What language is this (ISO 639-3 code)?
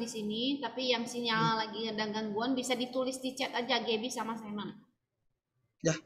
ind